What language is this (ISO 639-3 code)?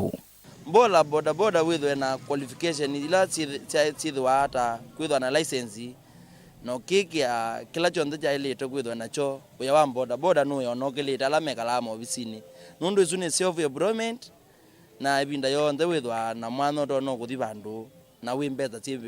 kam